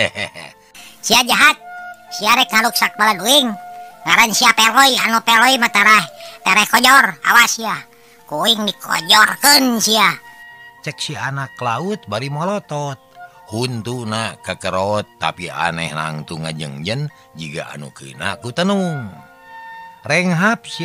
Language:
Sundanese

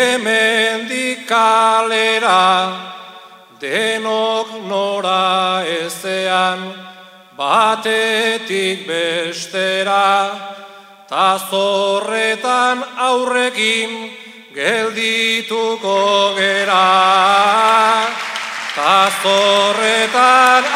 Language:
Basque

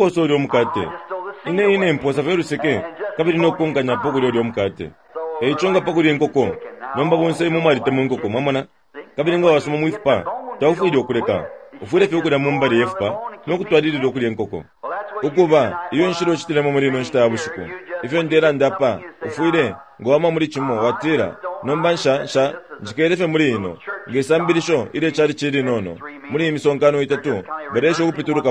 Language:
Bemba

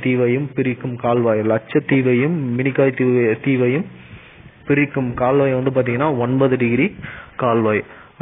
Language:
Tamil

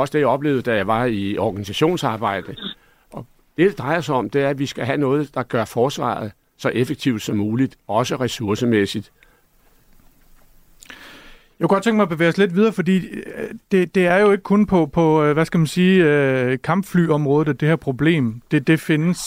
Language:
Danish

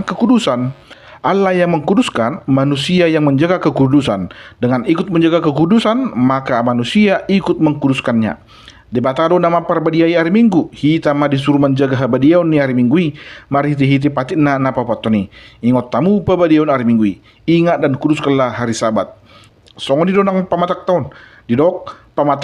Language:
Batak Toba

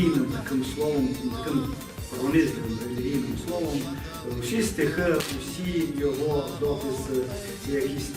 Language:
Rusyn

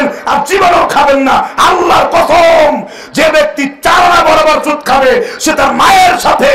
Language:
Bangla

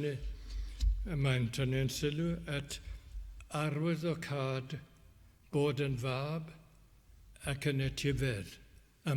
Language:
Welsh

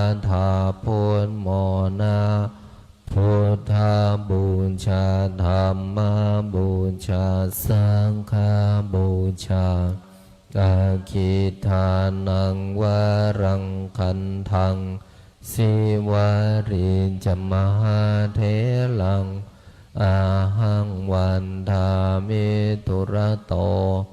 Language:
Pali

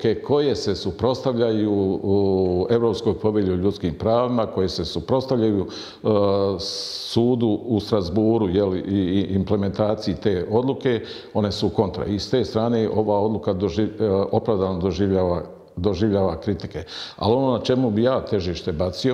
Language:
Bosnian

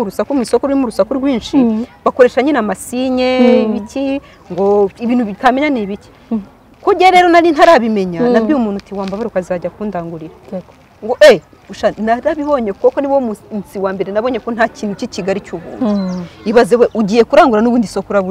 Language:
Kinyarwanda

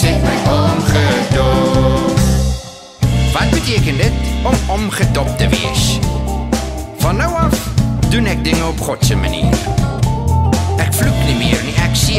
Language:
Afrikaans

